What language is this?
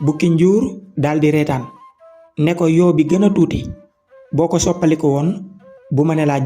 Wolof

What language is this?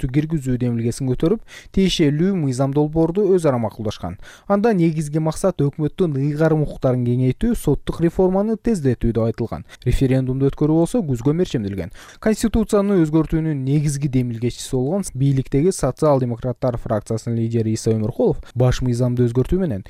Kyrgyz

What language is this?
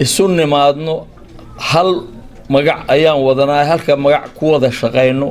Somali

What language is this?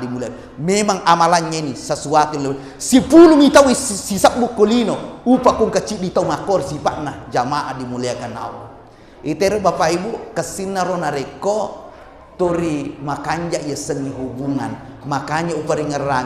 Buginese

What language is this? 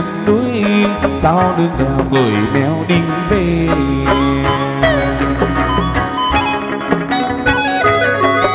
Vietnamese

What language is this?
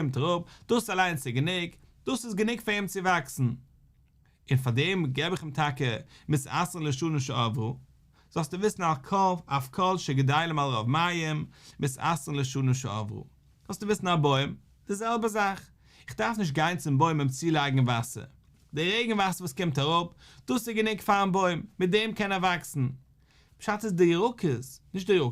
Yiddish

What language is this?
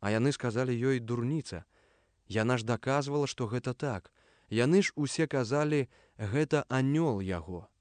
Belarusian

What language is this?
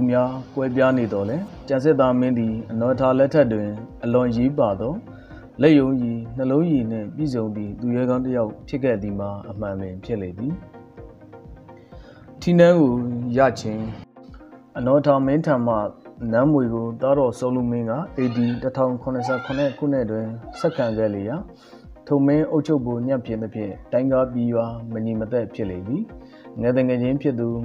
Burmese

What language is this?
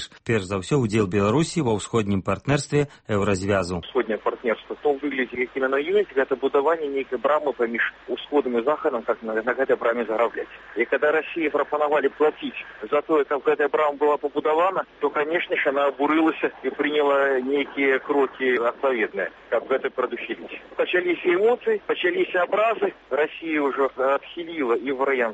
Belarusian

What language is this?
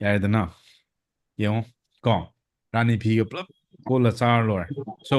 Manipuri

